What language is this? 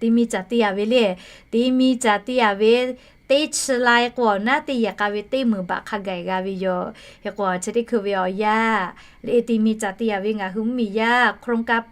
Lahu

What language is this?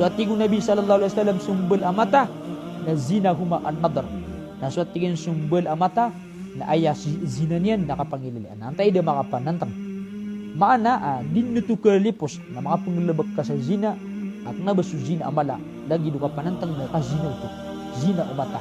Maranao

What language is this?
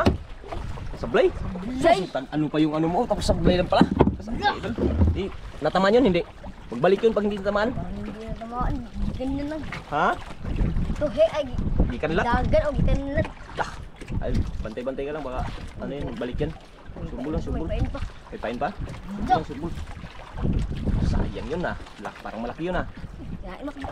Filipino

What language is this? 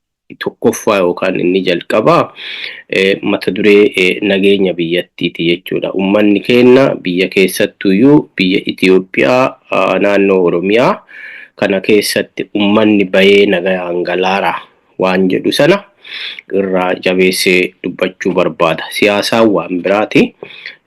Oromo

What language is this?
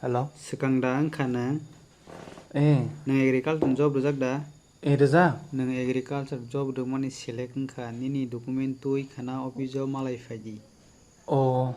Kok Borok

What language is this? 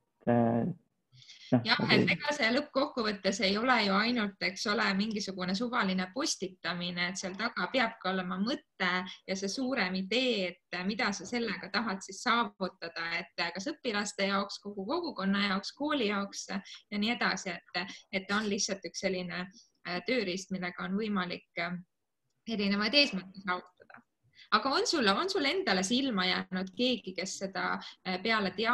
Estonian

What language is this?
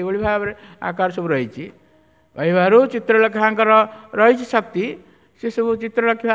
Odia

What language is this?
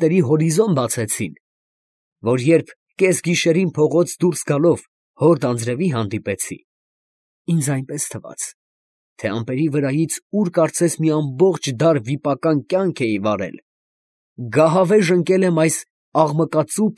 Armenian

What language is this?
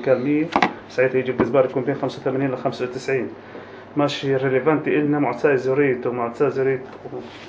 North Levantine Arabic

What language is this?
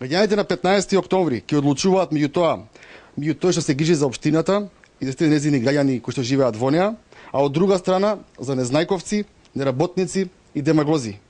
Macedonian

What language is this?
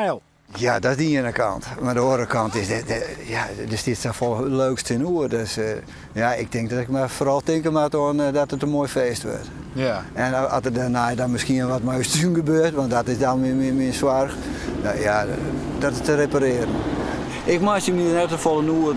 Western Frisian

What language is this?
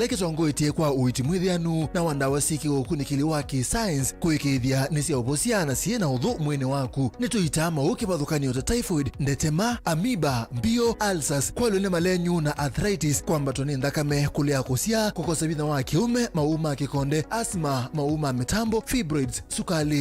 Kamba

